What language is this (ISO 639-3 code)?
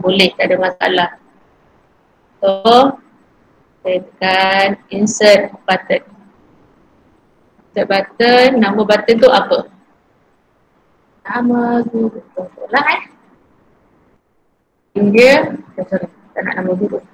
msa